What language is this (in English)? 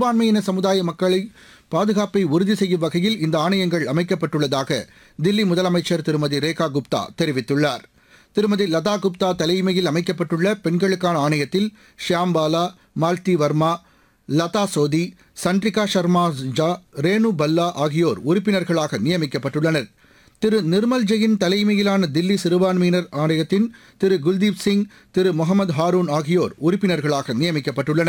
Tamil